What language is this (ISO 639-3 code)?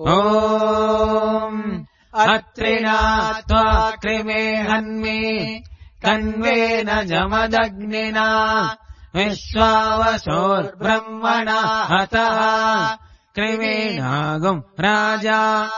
san